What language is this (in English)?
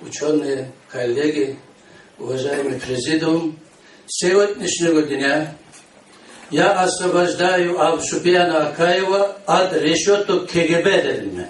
Kumyk